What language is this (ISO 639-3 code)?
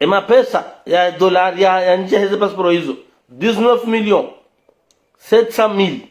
zdj